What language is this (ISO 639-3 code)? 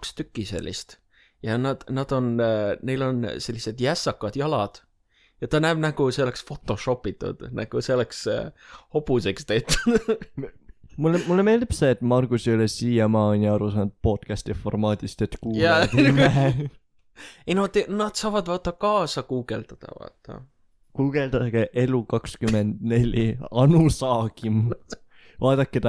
est